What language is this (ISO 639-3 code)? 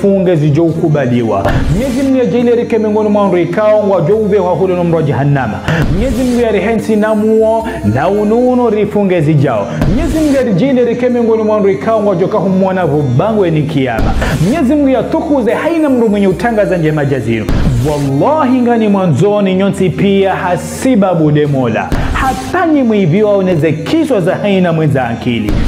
zdj